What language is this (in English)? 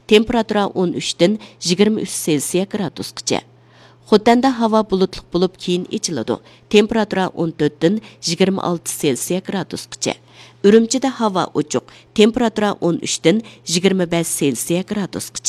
Uyghur